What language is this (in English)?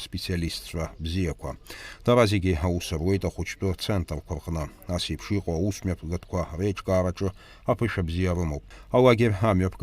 Abkhazian